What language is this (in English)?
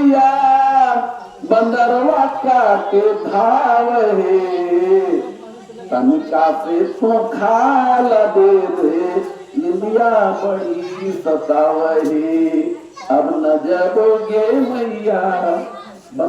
Magahi